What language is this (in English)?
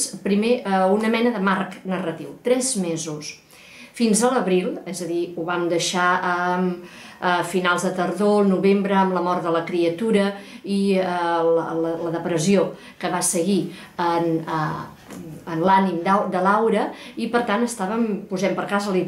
Catalan